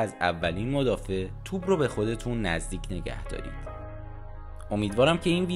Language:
Persian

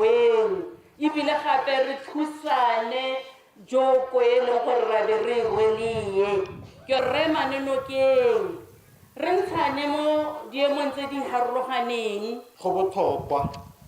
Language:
Tswana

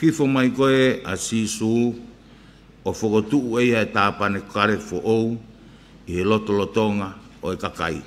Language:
Tongan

